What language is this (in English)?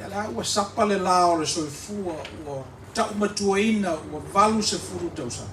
Samoan